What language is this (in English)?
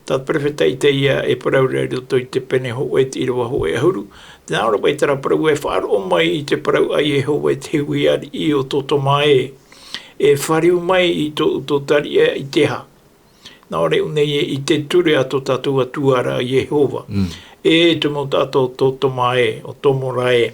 Tahitian